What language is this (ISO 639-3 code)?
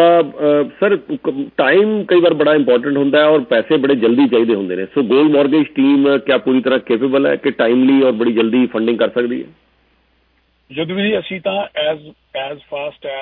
pan